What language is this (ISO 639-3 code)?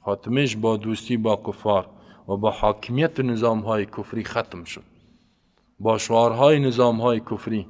fas